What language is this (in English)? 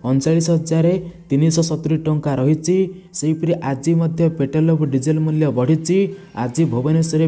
Odia